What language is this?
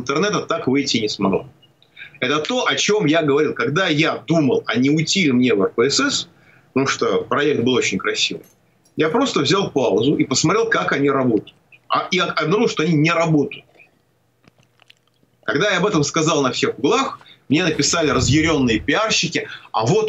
Russian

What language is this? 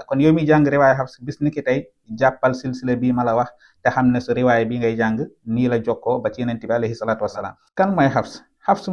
Wolof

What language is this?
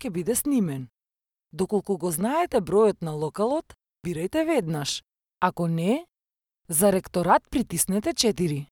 Macedonian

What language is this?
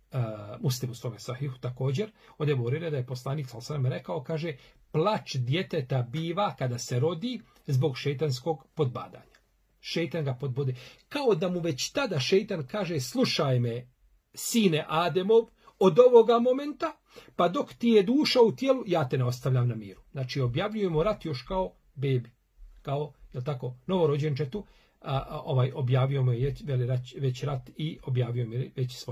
Bosnian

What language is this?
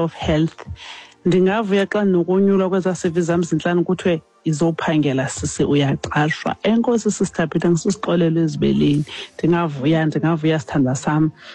Xhosa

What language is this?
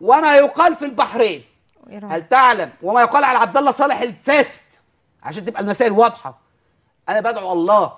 Egyptian Arabic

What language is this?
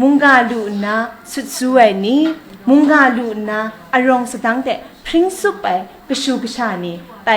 Kachin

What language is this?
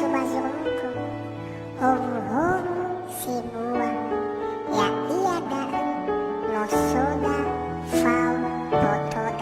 Nias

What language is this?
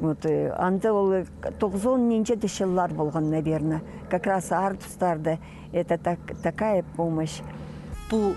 Khakas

